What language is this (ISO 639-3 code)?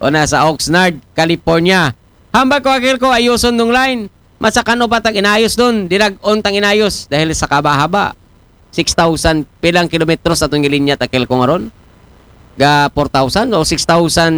akl